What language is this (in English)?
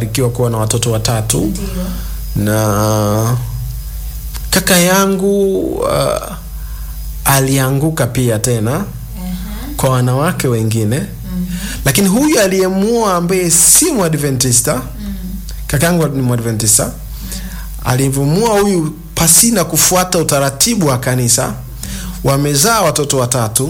Swahili